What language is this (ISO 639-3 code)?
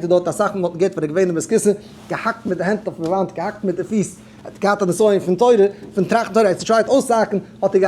yid